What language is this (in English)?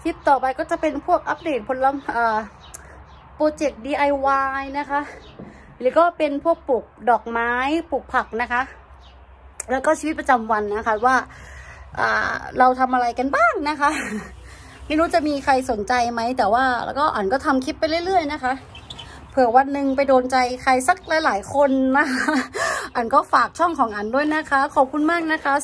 Thai